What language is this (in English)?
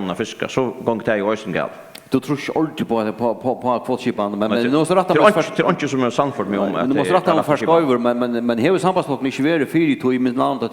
Faroese